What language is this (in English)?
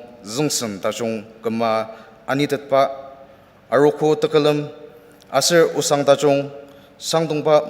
Ao Naga